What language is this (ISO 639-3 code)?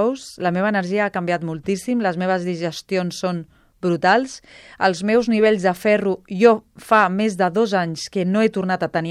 cat